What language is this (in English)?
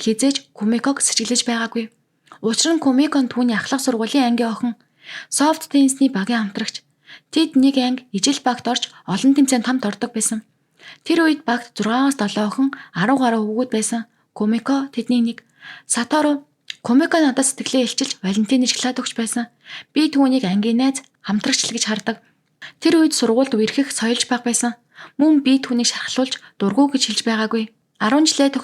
Mongolian